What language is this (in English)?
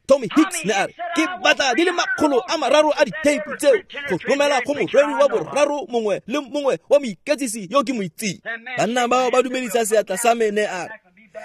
Tswana